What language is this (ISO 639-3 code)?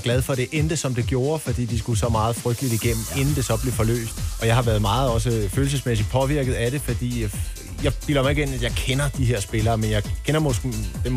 dan